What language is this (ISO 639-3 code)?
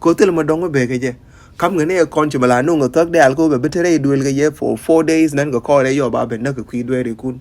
nus